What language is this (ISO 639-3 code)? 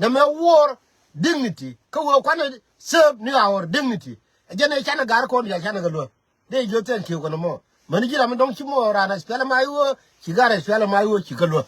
nus